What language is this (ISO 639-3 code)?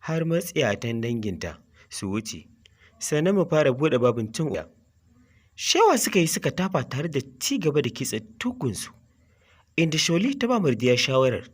hau